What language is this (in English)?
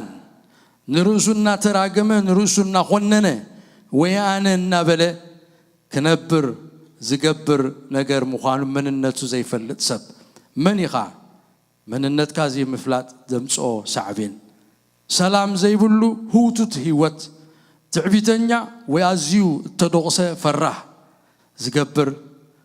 Tigrinya